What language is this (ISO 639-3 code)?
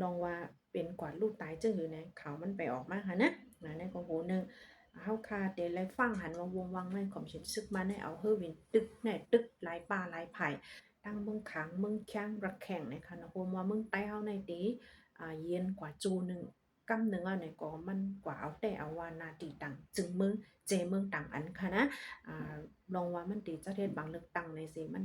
shn